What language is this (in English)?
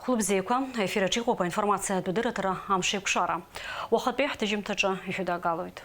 Abkhazian